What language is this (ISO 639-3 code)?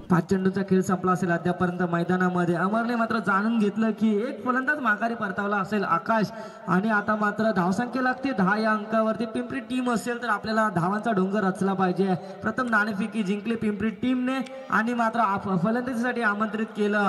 mar